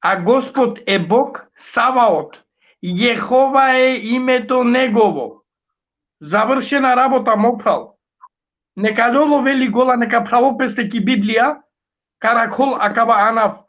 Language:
Balkan Romani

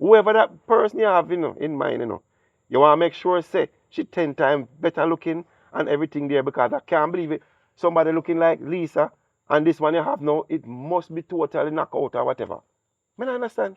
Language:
Jamaican Creole English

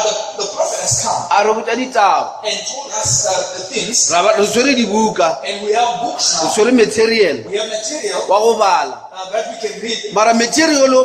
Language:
Northern Sotho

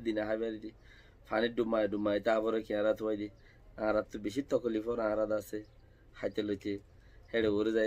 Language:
Rohingya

